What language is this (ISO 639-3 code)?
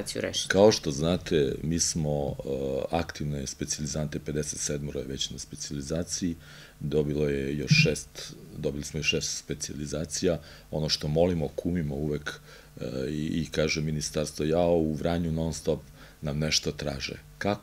srp